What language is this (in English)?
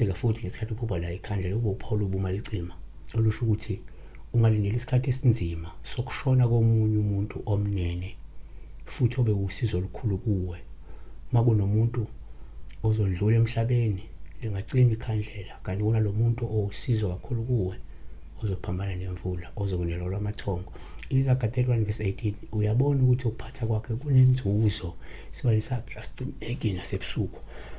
Zulu